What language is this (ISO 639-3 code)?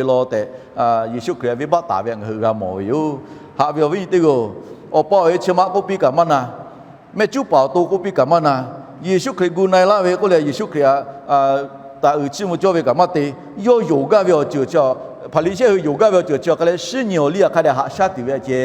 lhu